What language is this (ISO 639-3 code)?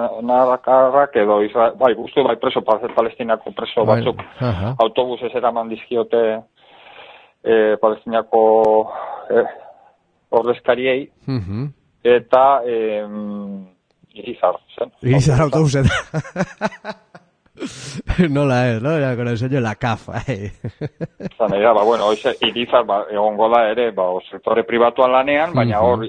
eus